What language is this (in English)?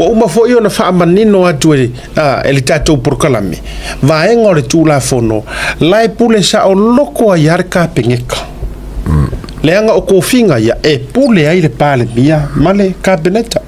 Samoan